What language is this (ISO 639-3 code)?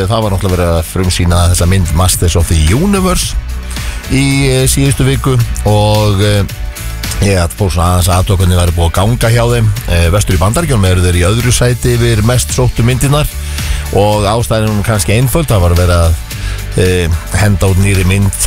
isl